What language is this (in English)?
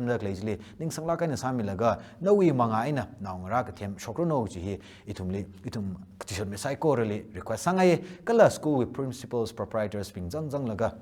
Tangkhul Naga (India)